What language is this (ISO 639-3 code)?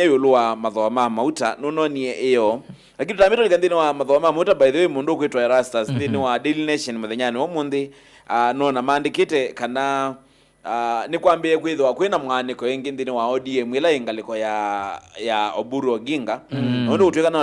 kam